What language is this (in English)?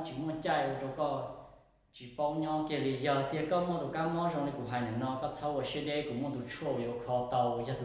Hmong